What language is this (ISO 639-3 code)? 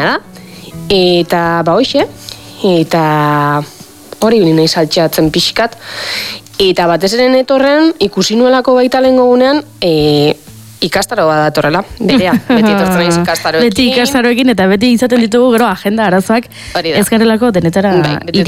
eus